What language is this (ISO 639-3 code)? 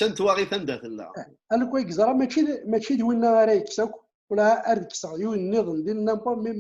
kab